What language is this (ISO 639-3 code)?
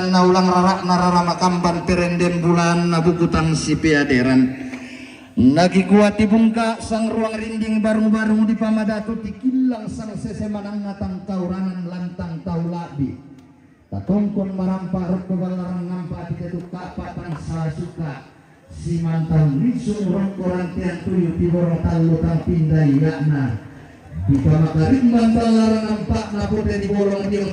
sda